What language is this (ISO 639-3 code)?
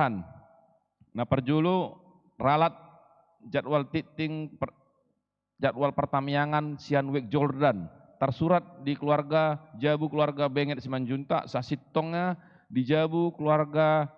bbc